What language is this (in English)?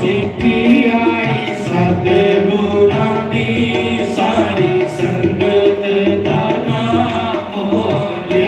Dogri